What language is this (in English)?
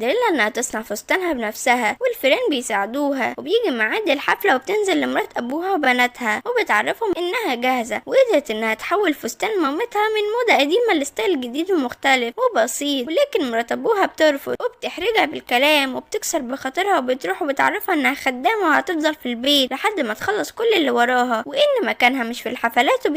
Egyptian Arabic